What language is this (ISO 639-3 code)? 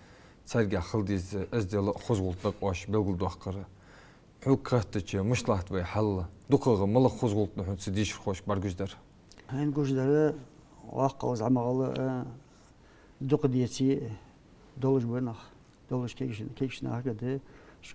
inh